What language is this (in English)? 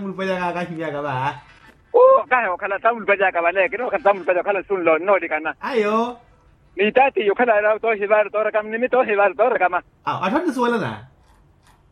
Makhuwa